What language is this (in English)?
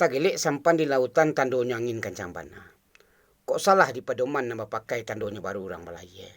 Minangkabau